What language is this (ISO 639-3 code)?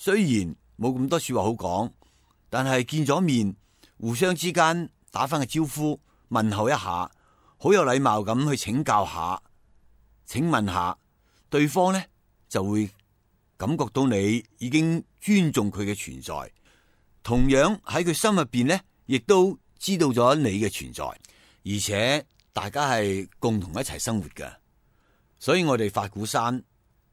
yue